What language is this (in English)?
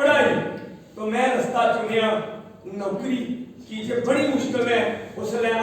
Dogri